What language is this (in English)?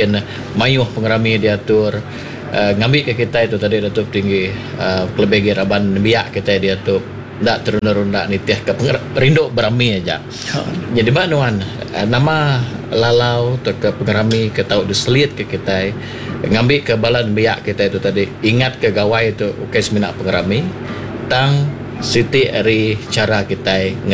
Iban